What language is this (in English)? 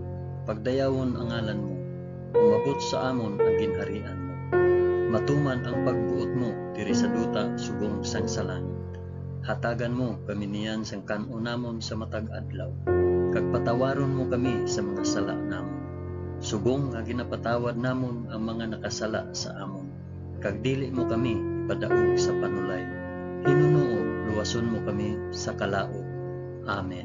Hiligaynon